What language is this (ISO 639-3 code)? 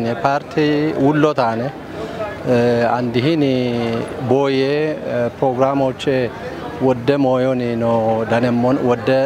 kbr